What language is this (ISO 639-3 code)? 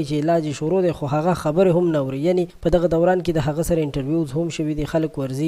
pus